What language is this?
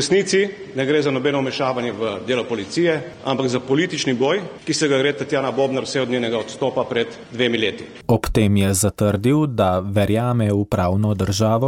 Slovenian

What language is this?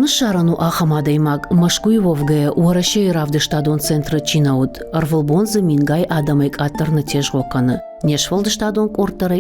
Ossetic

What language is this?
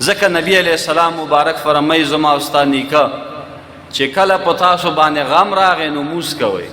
Pashto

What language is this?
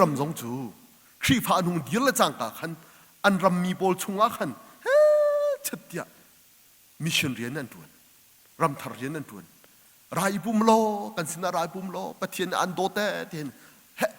Hakha Chin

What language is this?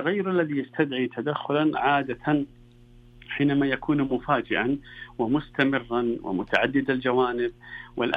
Najdi Arabic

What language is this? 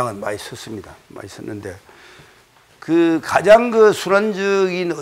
Korean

